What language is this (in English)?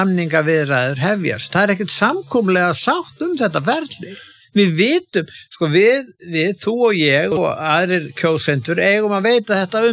Icelandic